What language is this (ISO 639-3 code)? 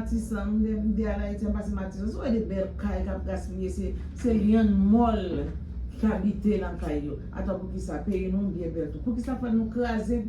hat